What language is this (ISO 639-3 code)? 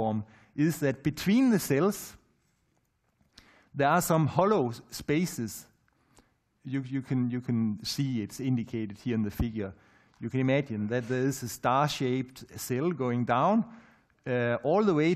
eng